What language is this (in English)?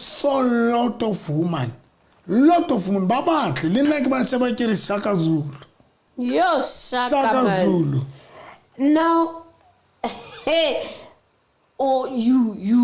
Southern Sotho